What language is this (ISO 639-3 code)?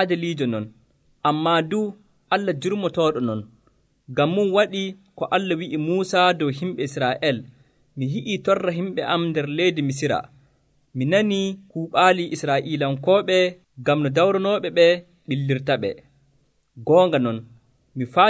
fuv